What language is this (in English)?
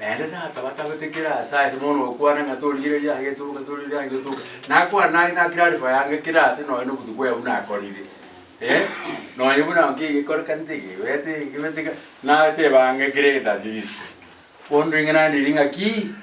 Gusii